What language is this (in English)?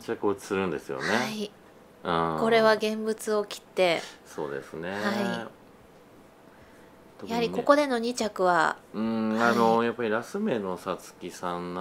Japanese